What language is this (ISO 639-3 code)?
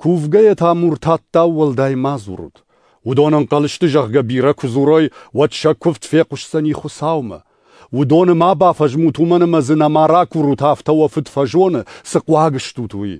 oss